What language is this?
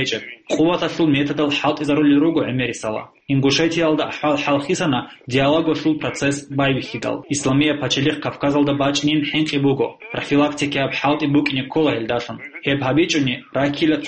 Avaric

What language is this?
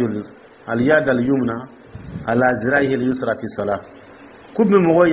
Dyula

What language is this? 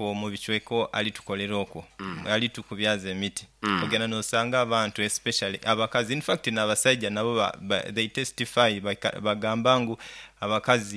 Nyoro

